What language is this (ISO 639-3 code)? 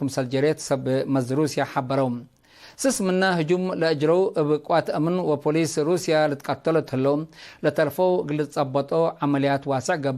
tig